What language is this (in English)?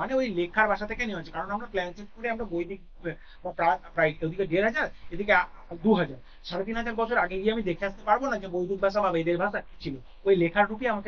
Bangla